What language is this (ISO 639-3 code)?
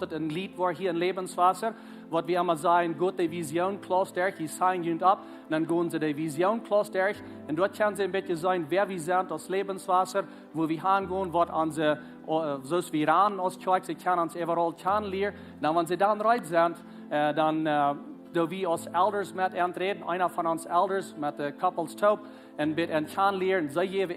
pdt